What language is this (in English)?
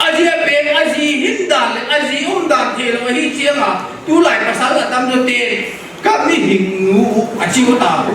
Tedim Chin